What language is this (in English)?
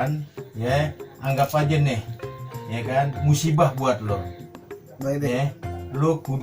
Betawi